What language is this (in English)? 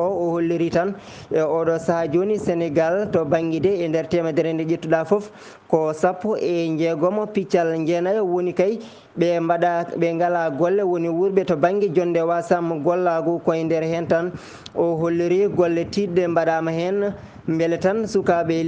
Fula